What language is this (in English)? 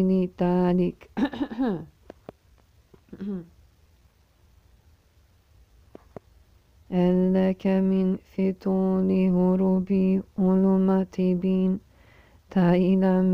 Arabic